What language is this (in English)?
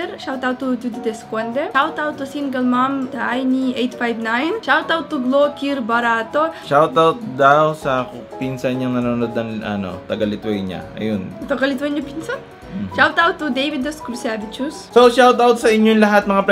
Filipino